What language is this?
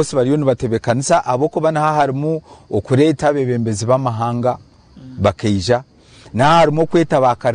Nyankole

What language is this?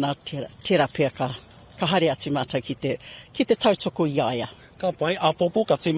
Māori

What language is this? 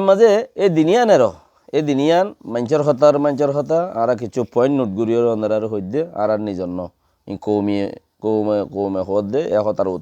Rohingya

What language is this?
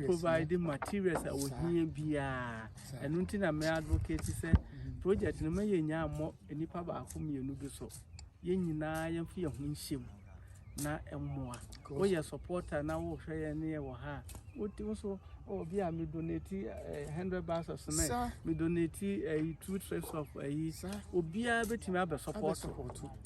Akan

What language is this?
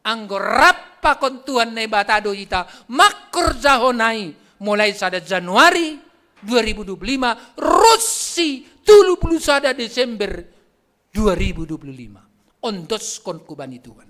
Batak Simalungun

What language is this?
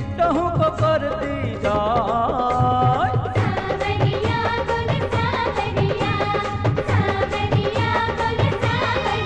Gujarati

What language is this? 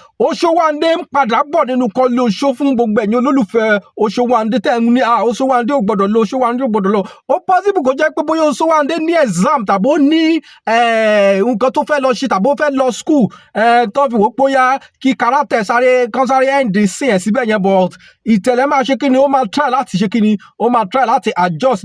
Yoruba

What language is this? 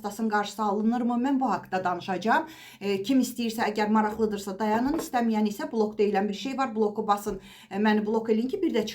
Azerbaijani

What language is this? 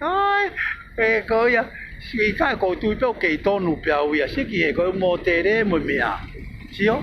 Tongan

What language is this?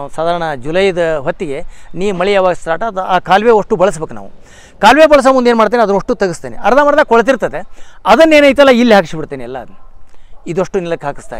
Kannada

